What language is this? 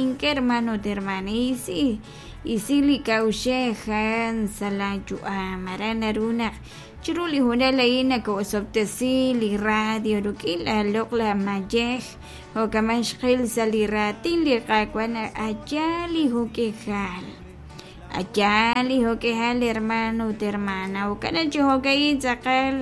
Kekchí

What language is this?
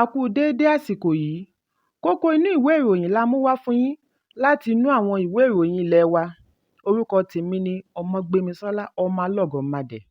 Yoruba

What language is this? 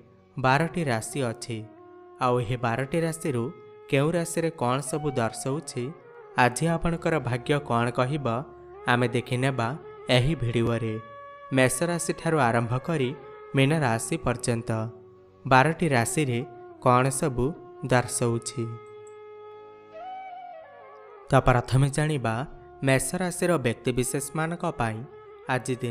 Odia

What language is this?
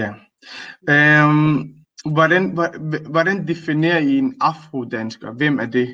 Danish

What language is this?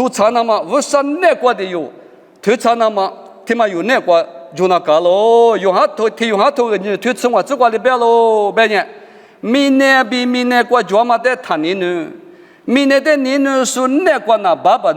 Lisu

